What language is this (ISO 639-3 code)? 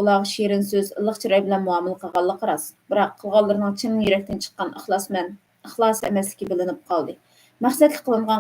uig